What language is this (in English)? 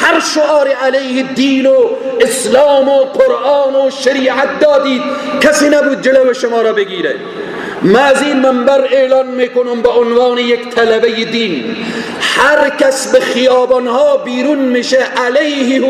Persian